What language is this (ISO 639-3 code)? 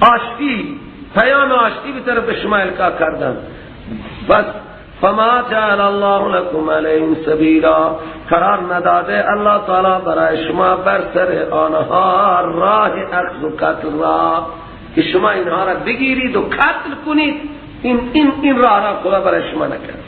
fas